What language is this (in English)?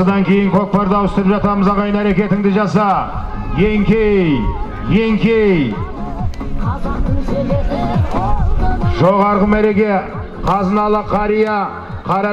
Kazakh